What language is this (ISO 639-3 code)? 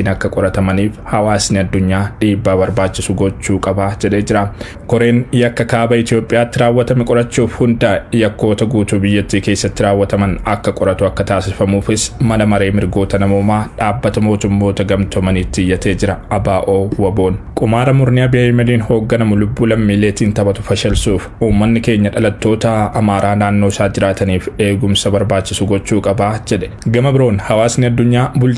orm